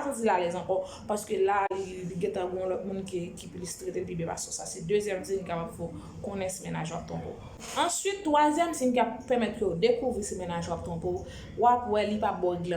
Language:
Haitian Creole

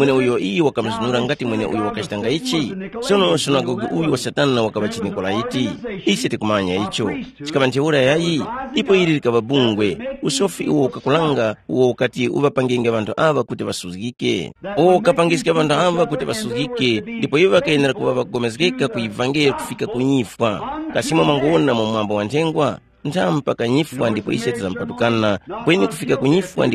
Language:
Tumbuka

